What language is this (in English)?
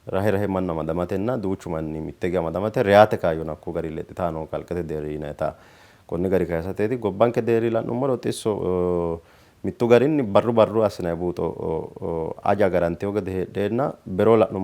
Sidamo